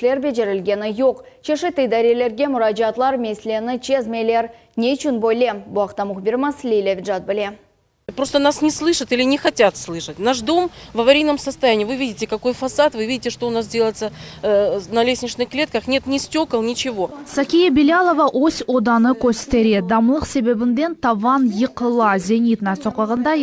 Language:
Crimean Tatar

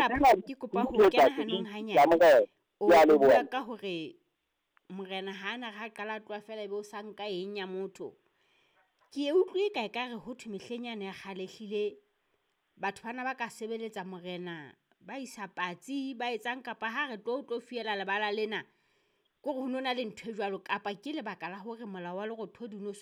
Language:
Southern Sotho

